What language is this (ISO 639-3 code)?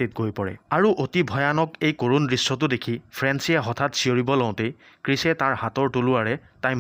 asm